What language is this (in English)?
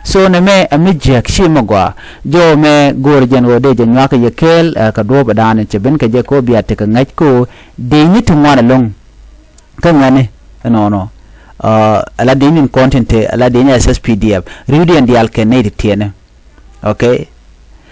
Nuer